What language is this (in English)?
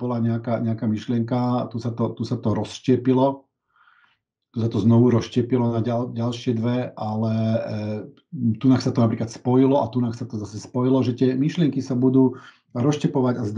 Slovak